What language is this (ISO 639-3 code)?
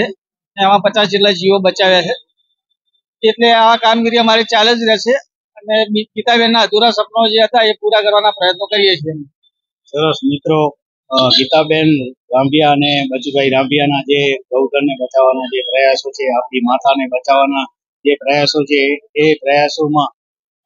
guj